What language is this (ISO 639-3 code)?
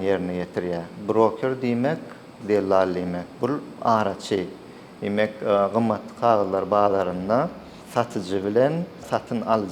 tuk